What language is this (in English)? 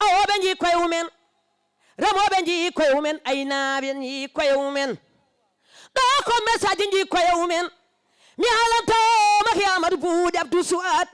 Fula